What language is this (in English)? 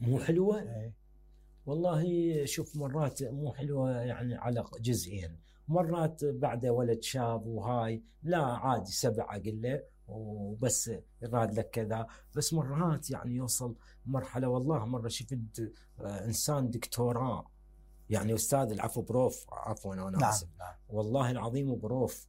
Mesopotamian Arabic